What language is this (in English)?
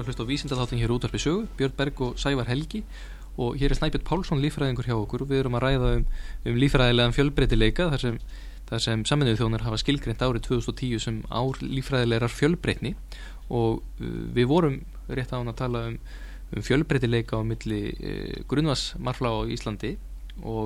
Icelandic